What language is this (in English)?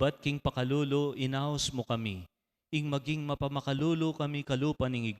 Pampanga